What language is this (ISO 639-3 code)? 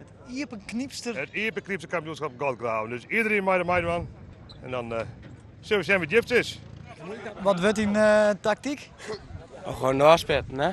fry